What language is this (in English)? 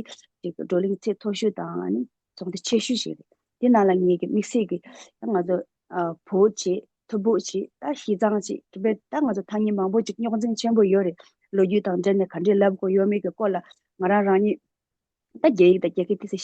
Tibetan